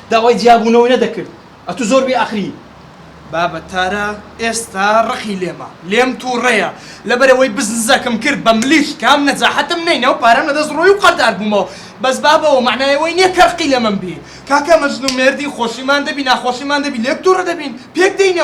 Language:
Central Kurdish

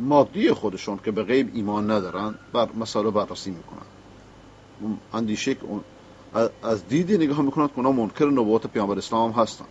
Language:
Persian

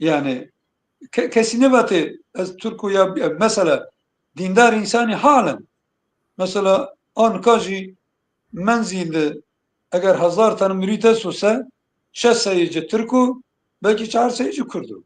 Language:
Zaza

